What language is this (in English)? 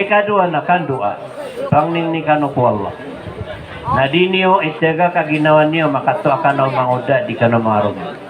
Maranao